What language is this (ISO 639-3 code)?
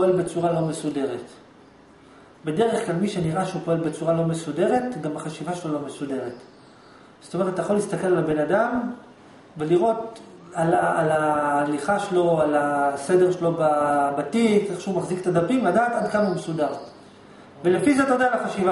heb